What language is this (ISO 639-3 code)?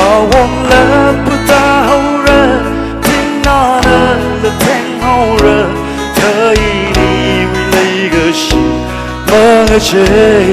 nmf